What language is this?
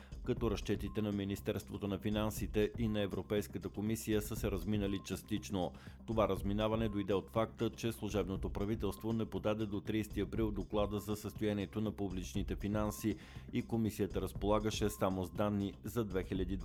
Bulgarian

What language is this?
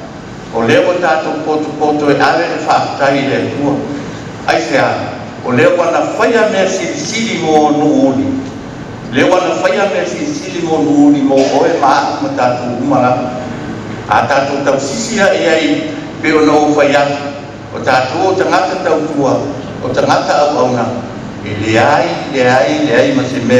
Samoan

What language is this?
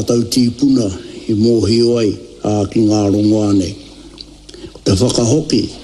Māori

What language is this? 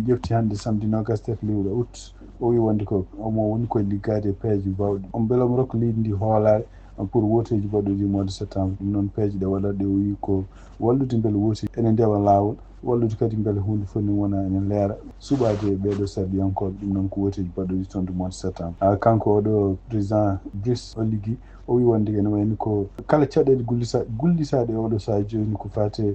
Fula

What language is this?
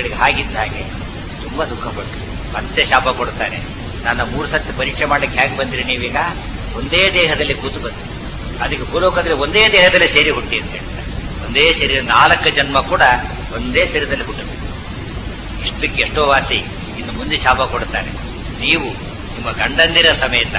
Kannada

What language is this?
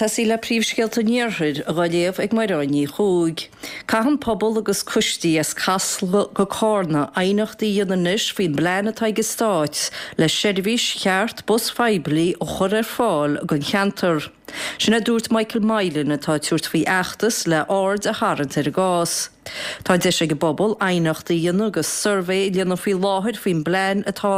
Irish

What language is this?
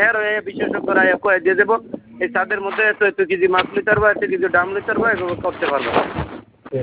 Bangla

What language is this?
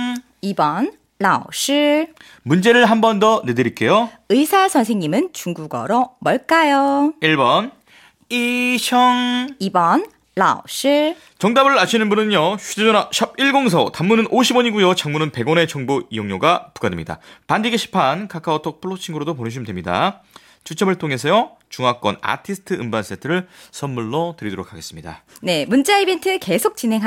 Korean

